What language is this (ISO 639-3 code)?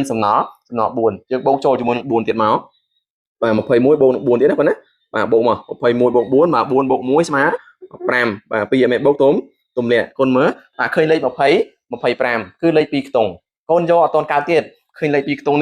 khm